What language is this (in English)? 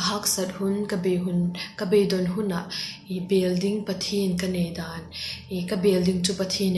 Vaiphei